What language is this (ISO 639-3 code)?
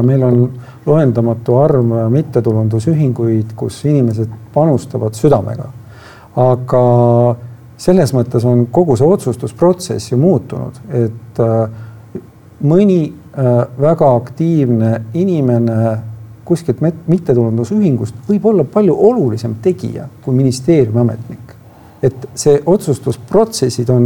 est